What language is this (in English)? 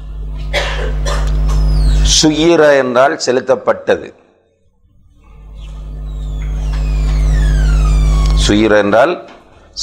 Tamil